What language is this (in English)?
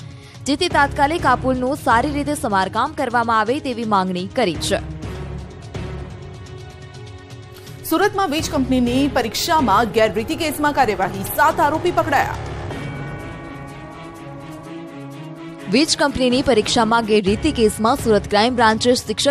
Gujarati